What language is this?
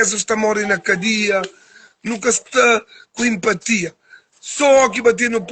Kabuverdianu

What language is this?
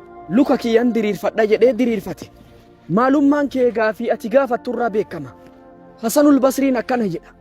Oromo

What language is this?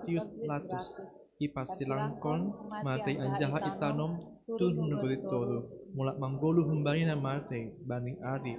Batak Simalungun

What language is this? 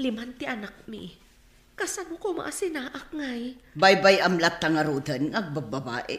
Iloko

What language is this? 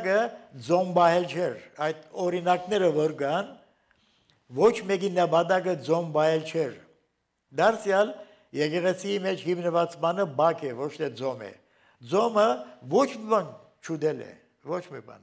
Armenian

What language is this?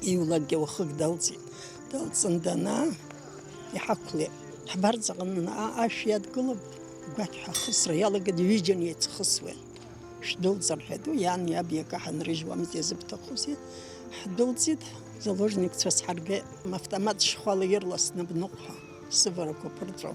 Abkhazian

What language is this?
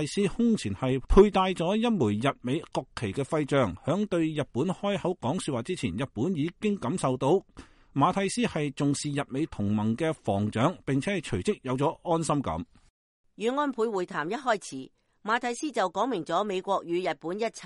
Cantonese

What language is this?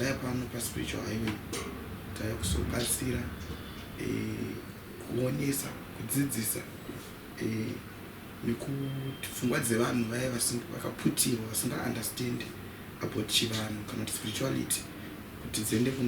Shona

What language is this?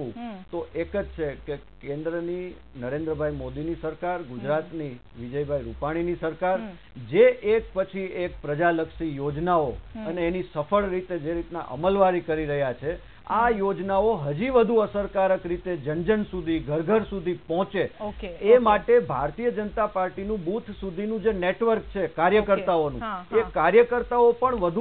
Gujarati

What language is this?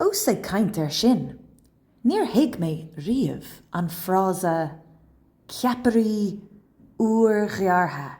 Irish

